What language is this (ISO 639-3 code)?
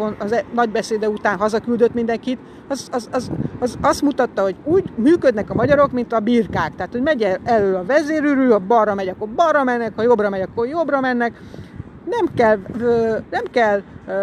hun